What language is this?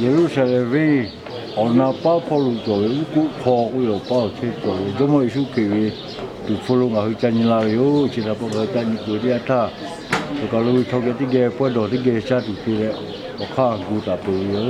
Lahu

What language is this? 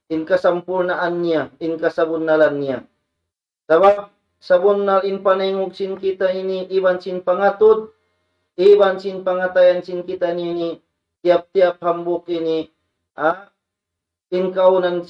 Tausug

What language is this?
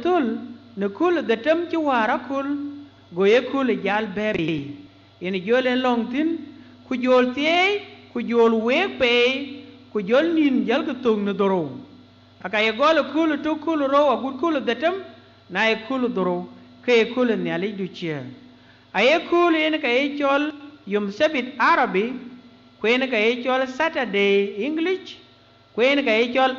Dinka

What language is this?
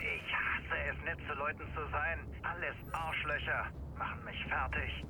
Bavarian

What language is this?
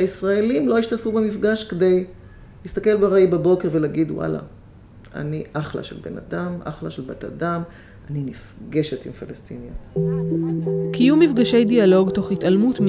Hebrew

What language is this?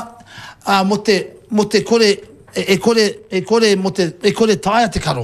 Māori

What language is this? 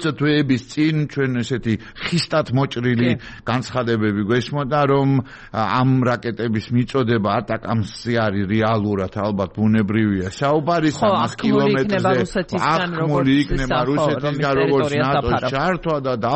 Georgian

